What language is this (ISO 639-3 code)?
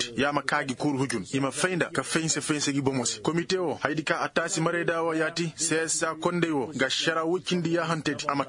ses